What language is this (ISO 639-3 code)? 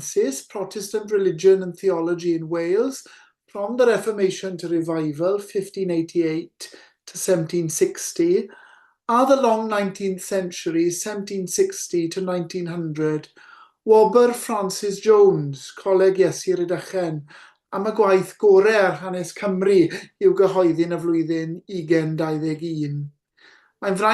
cym